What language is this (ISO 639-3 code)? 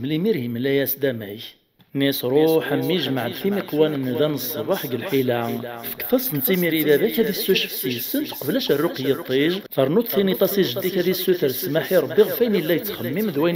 kab